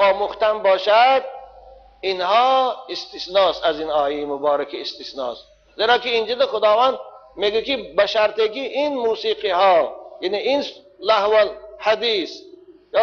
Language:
Tajik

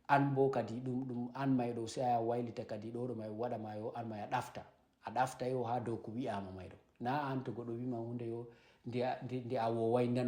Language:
Fula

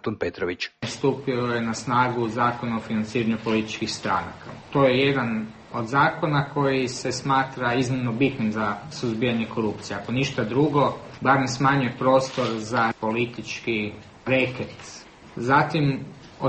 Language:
Croatian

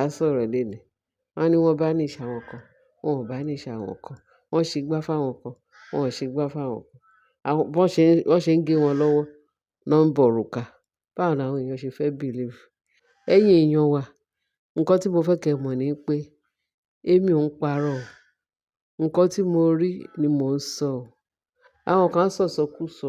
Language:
Yoruba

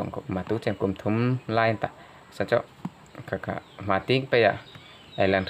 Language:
Hmar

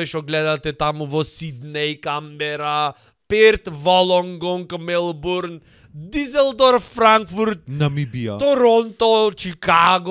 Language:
Macedonian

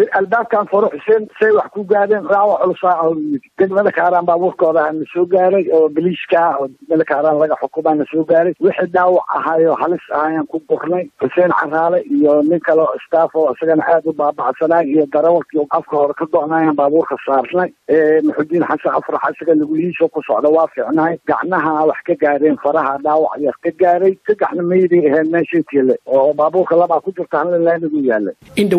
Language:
Somali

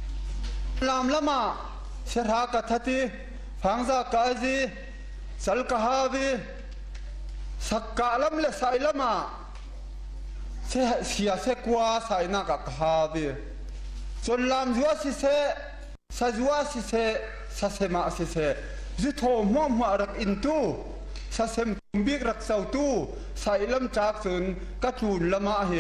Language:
Thai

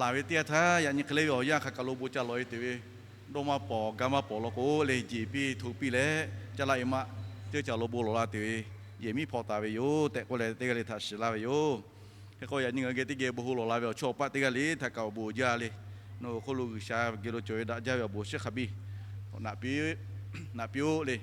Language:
Lahu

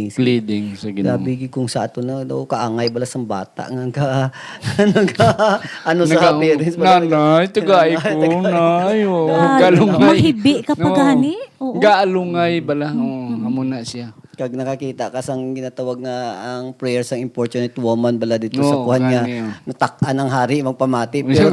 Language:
Hiligaynon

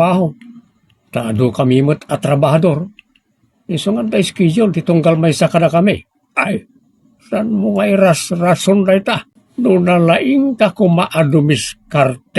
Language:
Iloko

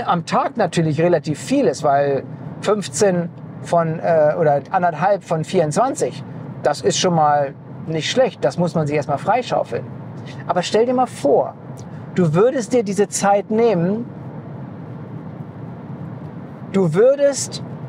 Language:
German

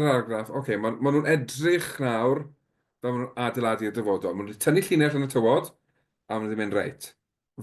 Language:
Welsh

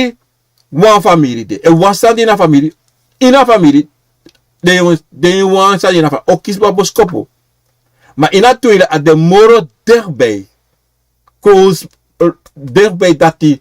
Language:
Sranan Tongo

